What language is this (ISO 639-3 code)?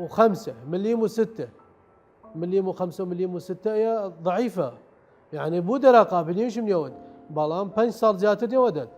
sdh